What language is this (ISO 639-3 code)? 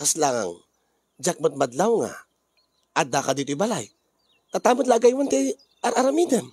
ilo